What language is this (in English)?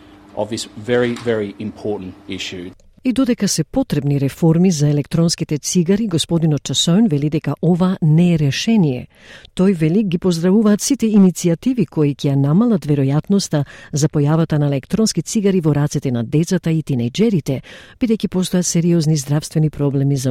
Macedonian